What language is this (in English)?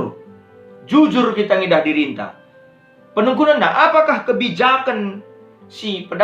Batak Karo